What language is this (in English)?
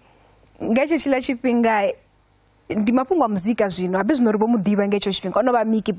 Venda